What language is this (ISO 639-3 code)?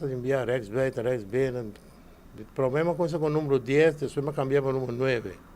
pap